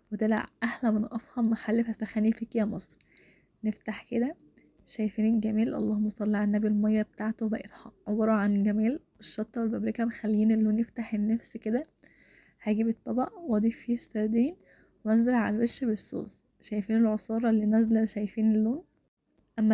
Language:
Egyptian Arabic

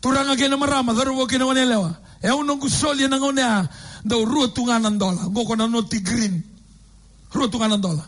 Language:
Fijian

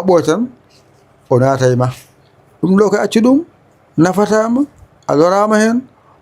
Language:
Fula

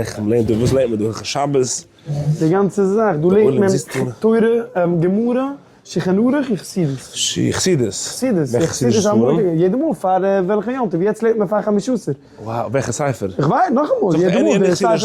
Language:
Yiddish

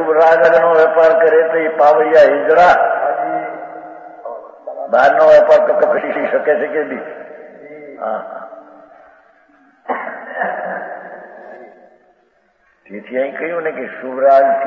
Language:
Gujarati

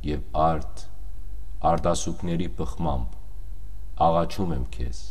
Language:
Western Armenian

